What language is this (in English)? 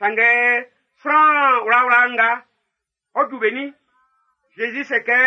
Baoulé